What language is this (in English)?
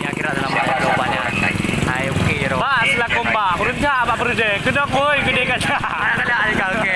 Achinese